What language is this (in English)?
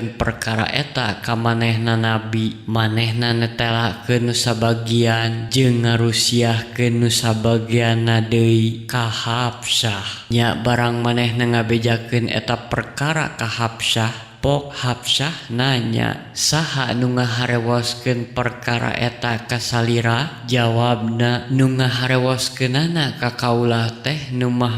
Sundanese